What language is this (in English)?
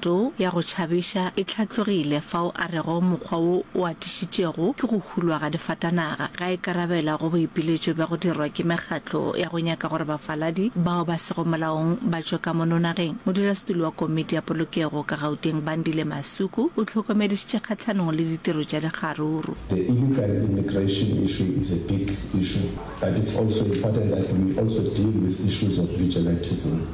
Northern Sotho